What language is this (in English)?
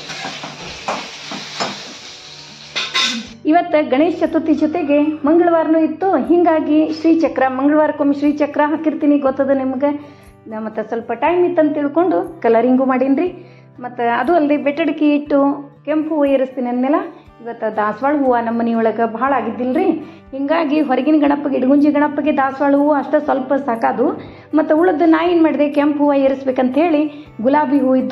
Kannada